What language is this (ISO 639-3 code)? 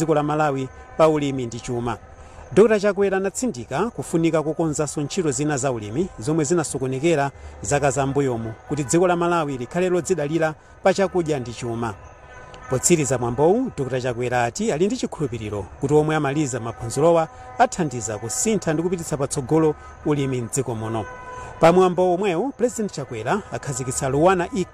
nya